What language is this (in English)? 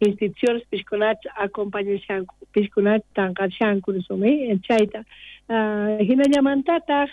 South Bolivian Quechua